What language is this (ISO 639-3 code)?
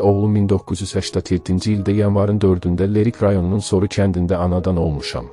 aze